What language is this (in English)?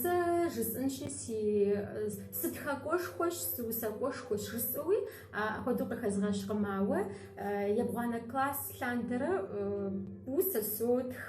Kabardian